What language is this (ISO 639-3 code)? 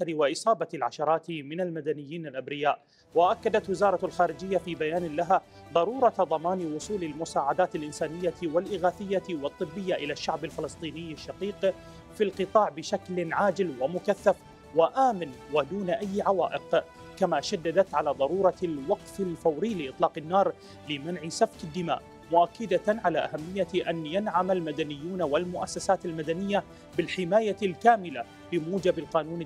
ara